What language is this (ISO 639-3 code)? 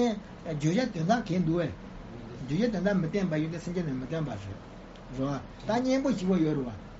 bod